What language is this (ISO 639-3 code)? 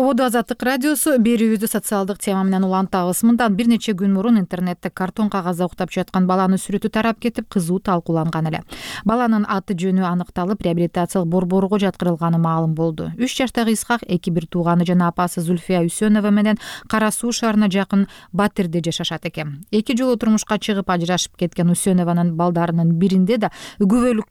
kir